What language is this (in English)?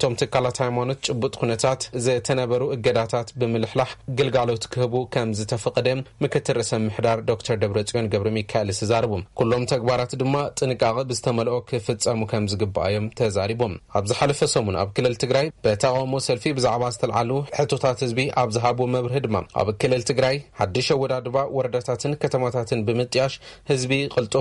Tigrinya